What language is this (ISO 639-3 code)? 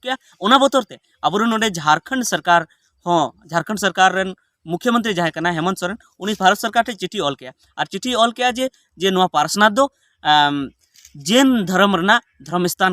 sat